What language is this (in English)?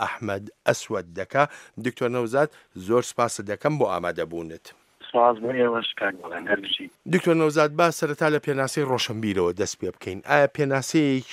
Central Kurdish